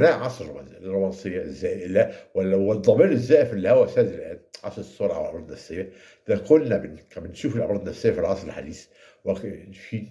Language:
Egyptian Arabic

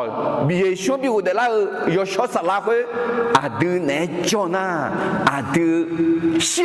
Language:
Akha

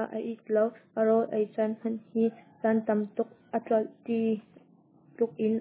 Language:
Hakha Chin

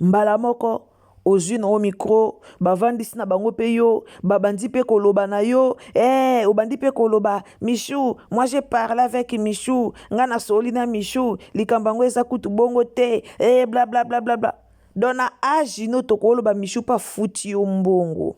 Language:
Lingala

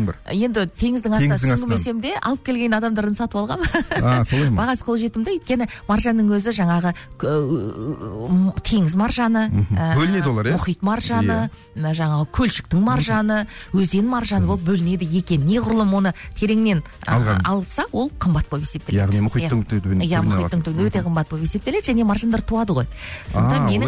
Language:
Kazakh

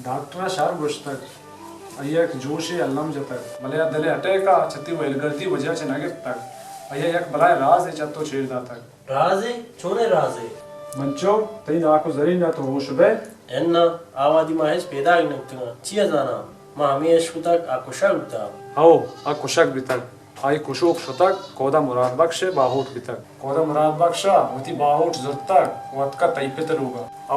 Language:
Baluchi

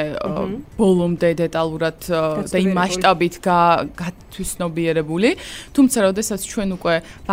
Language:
Georgian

